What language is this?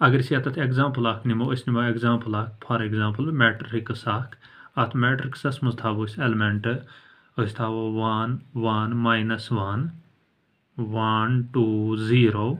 Kashmiri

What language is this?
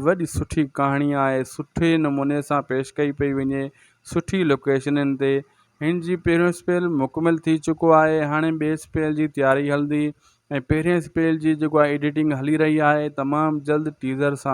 Sindhi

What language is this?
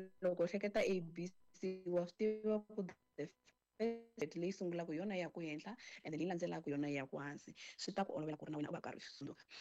Tsonga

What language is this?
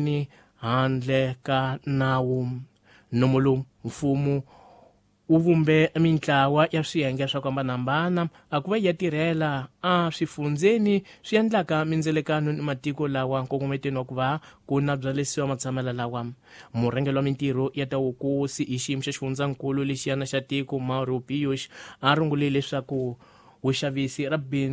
Tsonga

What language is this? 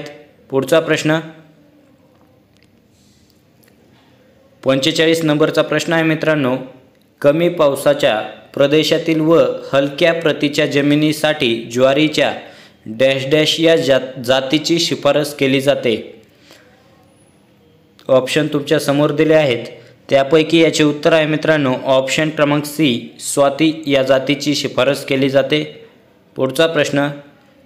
Marathi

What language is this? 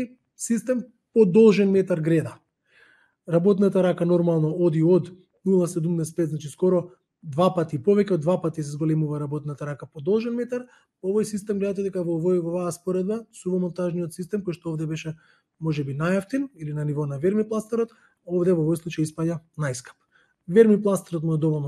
Macedonian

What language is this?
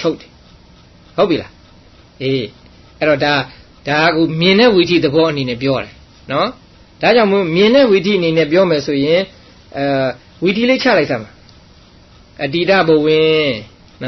Burmese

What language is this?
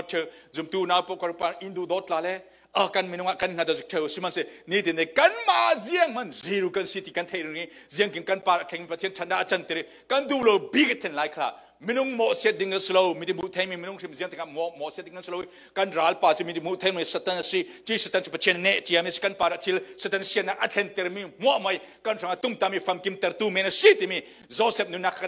Falam Chin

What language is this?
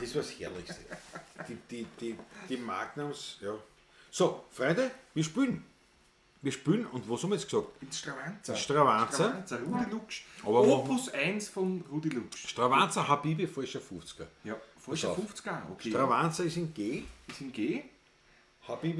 Bavarian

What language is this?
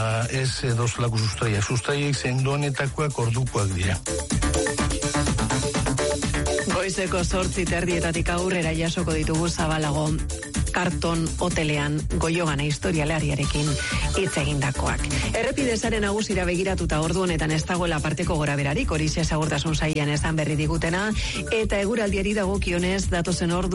Basque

